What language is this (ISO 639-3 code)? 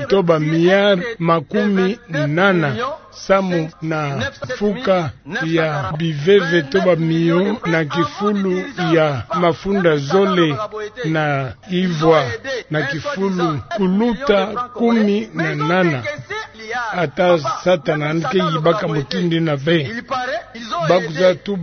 ktu